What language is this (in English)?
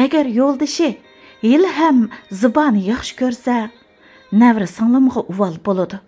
Uyghur